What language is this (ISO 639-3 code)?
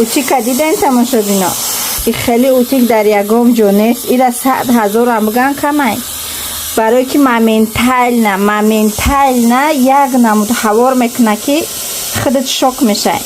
tgk